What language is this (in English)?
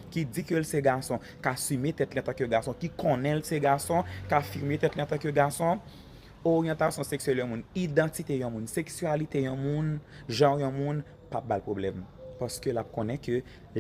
Haitian Creole